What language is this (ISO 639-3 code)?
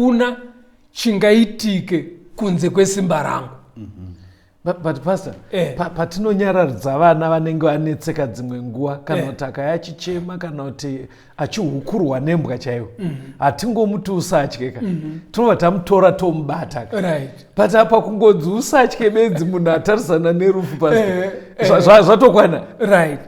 sna